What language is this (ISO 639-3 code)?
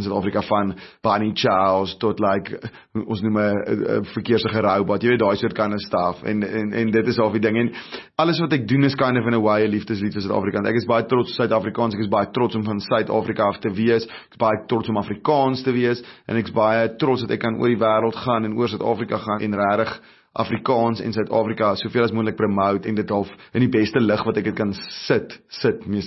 afr